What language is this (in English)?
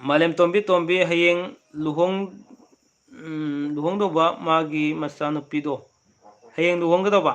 Manipuri